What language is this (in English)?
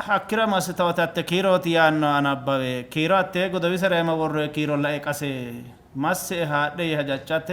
Sidamo